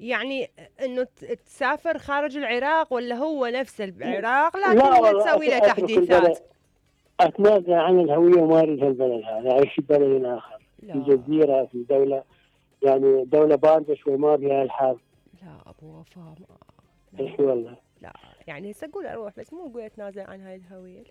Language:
Mesopotamian Arabic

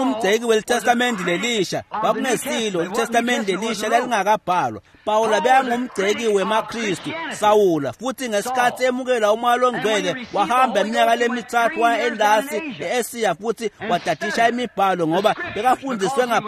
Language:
Swati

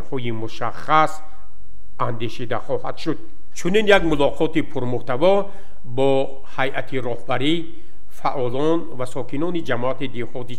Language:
Tajik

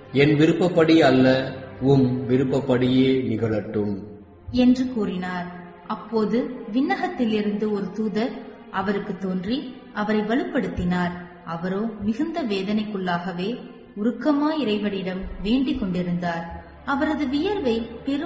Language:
Tamil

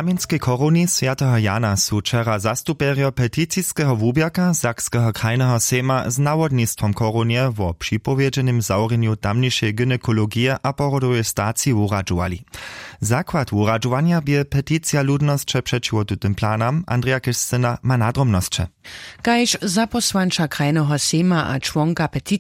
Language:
Upper Sorbian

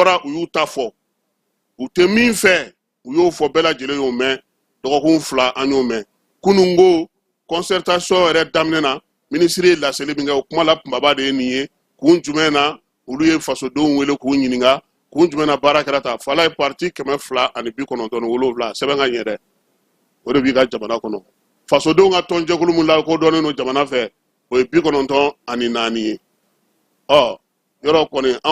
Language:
Bambara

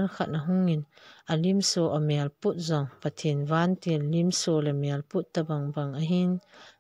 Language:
Thado Chin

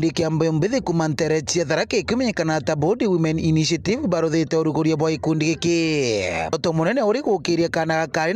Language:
Meru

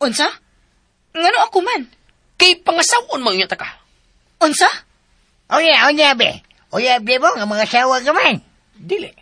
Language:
Cebuano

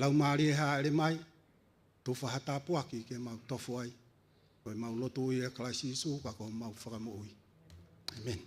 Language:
Tongan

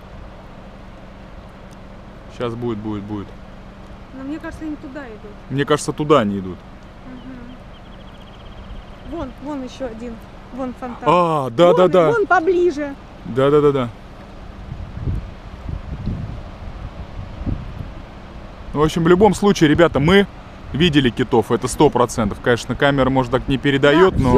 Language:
Russian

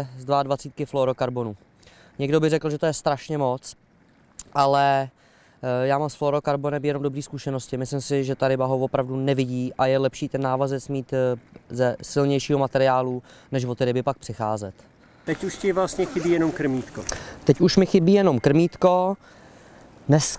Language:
Czech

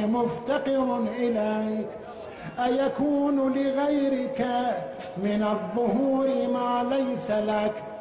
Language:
Arabic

